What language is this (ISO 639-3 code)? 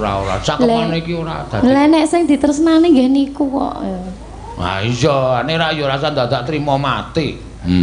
jav